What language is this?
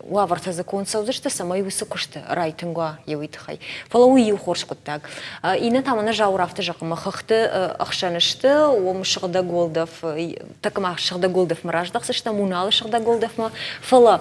Ossetic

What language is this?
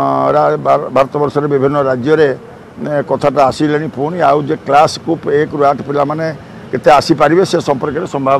Odia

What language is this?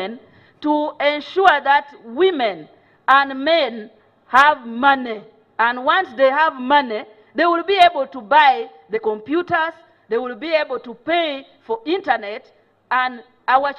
Nyankole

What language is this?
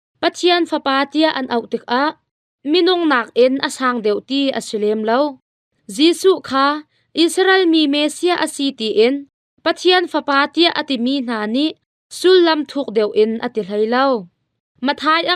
Hakha Chin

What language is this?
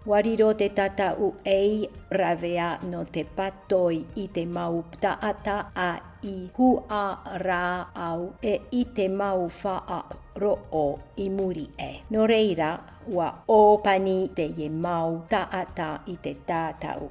Tahitian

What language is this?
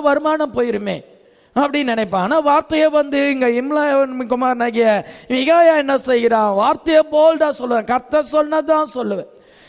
Tamil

